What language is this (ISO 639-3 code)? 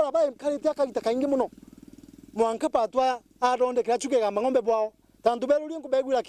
mer